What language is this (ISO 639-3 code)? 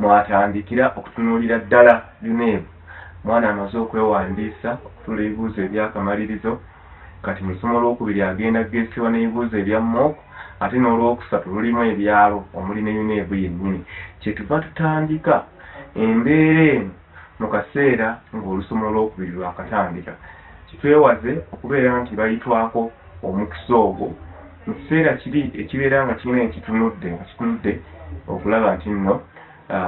lug